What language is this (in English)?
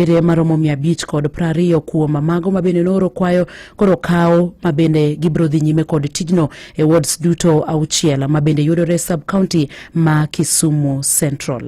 Luo (Kenya and Tanzania)